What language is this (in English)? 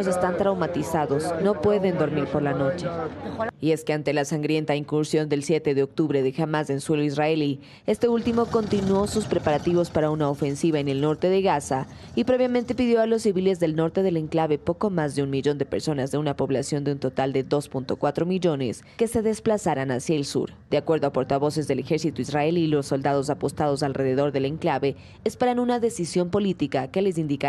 Spanish